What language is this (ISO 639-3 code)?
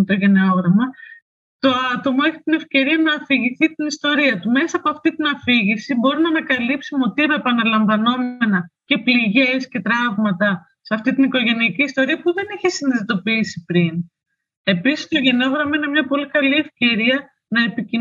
ell